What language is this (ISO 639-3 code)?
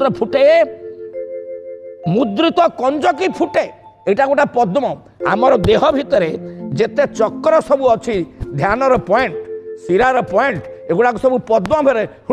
ori